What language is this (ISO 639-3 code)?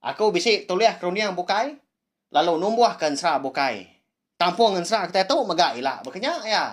iba